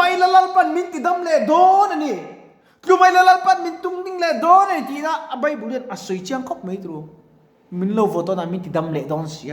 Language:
Mizo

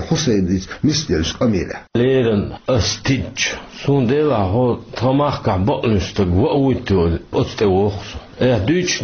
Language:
Chechen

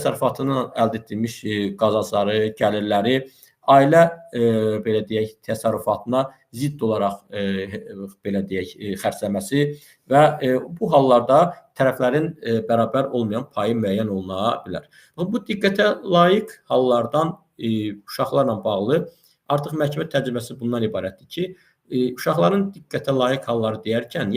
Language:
Azerbaijani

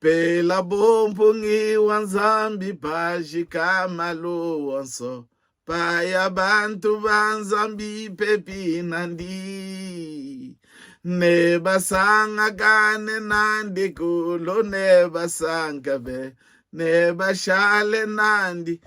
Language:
Luba-Lulua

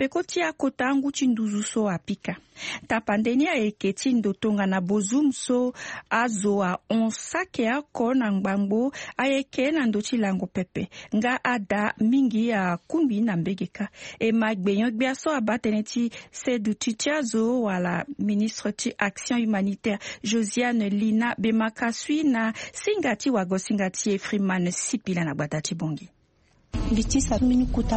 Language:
Sango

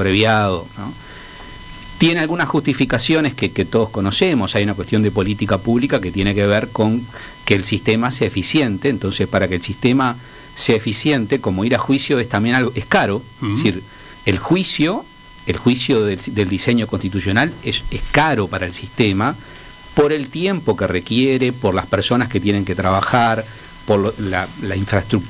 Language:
Spanish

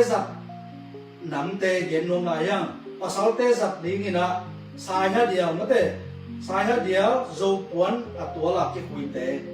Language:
Tedim Chin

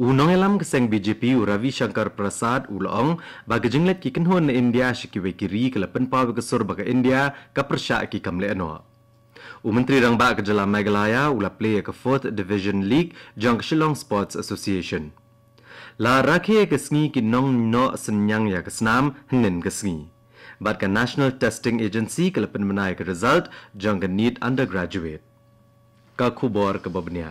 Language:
Khasi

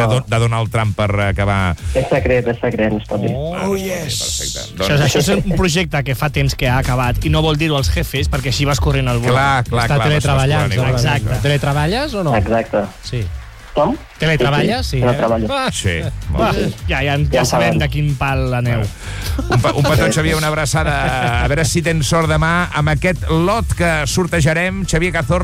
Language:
Catalan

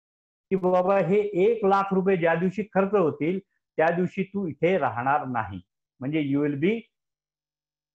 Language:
Marathi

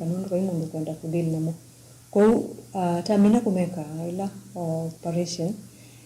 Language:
Kamba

